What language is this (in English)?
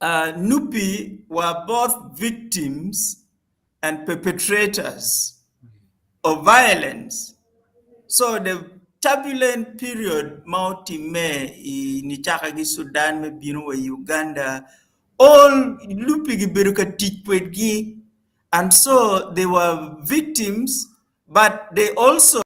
Acoli